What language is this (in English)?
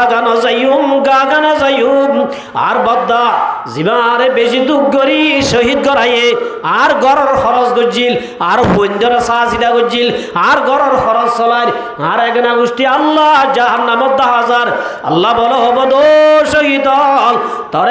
Rohingya